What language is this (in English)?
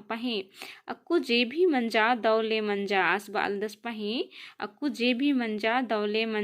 Kurukh